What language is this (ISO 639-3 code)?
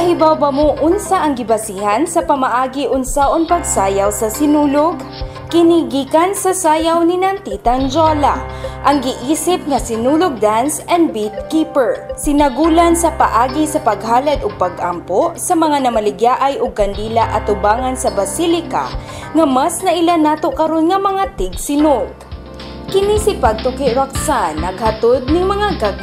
ceb